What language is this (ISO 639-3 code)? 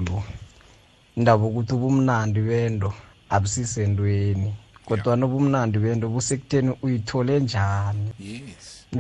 nbl